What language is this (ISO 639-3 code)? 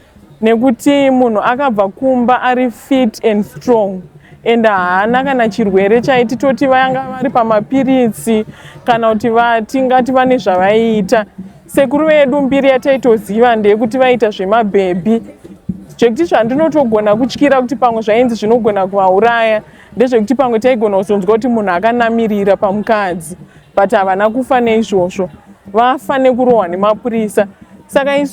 sna